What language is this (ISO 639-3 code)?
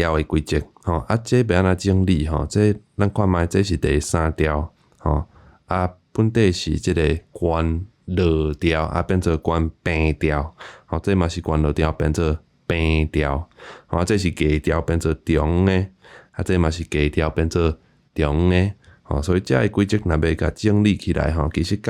nan